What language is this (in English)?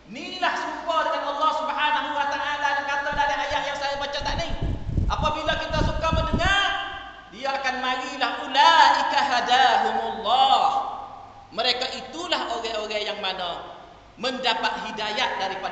Malay